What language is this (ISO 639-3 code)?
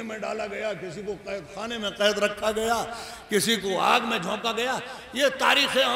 urd